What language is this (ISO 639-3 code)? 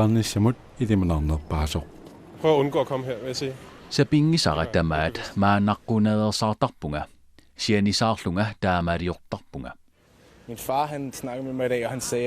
kal